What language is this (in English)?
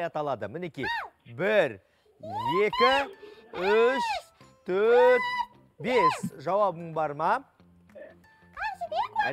Kazakh